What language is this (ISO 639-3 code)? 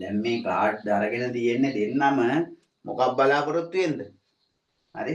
sin